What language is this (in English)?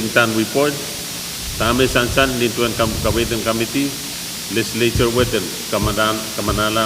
Pohnpeian